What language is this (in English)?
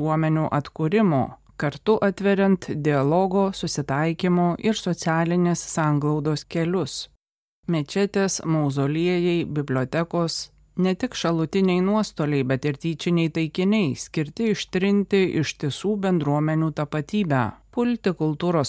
Lithuanian